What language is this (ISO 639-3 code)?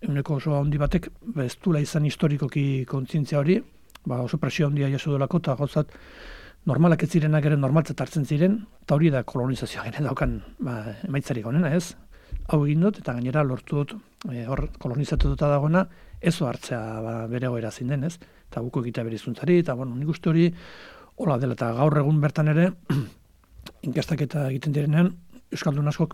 eus